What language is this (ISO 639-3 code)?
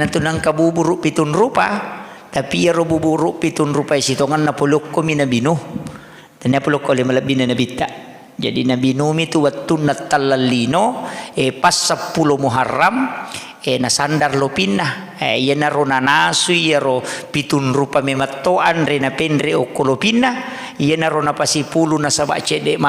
bug